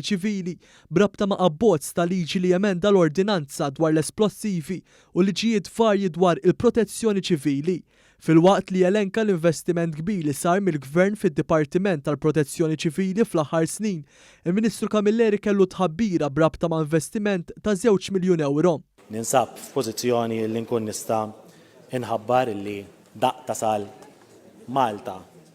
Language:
Maltese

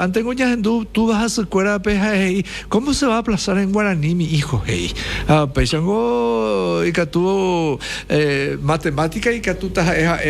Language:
Guarani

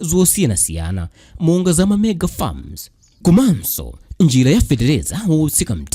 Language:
Nyanja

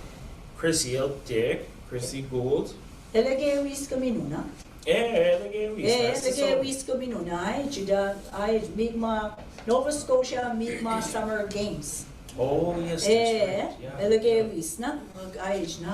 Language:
Mi'kmaw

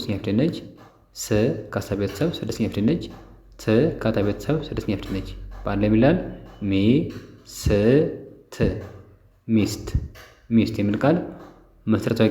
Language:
Amharic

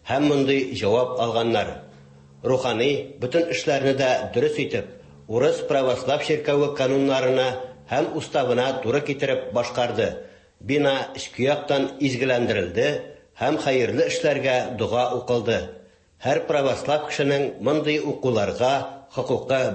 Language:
Tatar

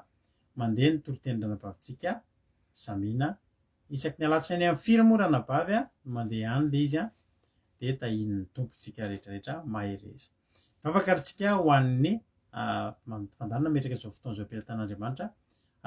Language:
Malagasy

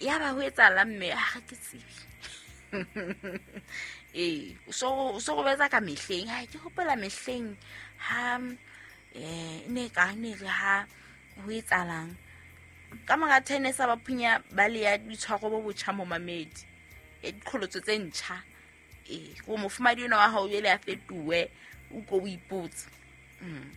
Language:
Southern Sotho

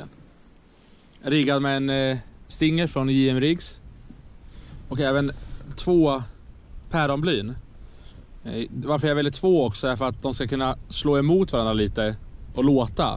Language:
Swedish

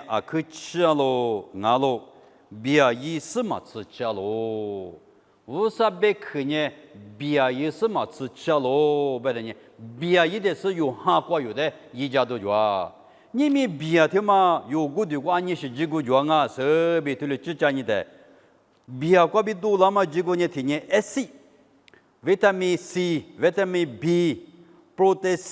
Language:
Lisu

